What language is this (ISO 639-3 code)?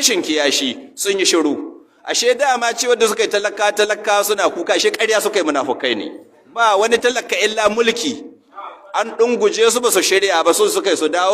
hau